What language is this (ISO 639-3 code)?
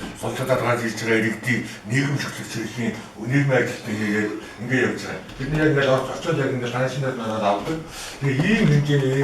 mon